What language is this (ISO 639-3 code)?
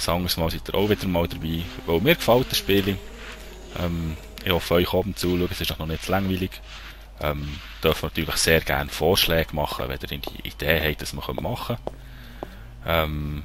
gsw